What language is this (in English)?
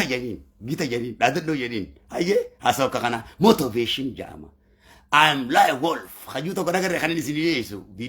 Oromo